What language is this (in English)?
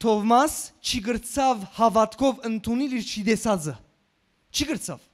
Western Armenian